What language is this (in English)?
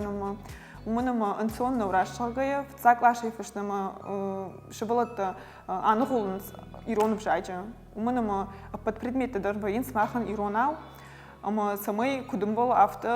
Ossetic